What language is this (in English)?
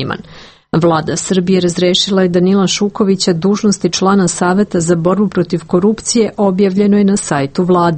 Serbian